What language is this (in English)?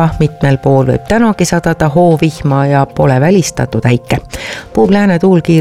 Estonian